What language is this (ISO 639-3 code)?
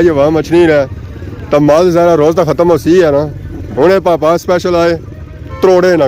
phr